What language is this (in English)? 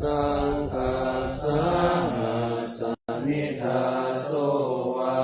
Pali